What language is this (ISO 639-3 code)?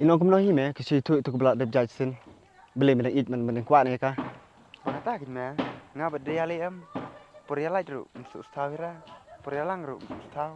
kha